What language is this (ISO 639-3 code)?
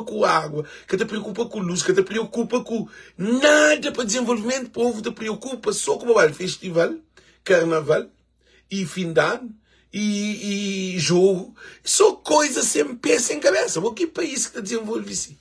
kea